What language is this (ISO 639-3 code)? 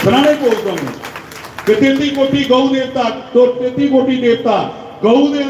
doi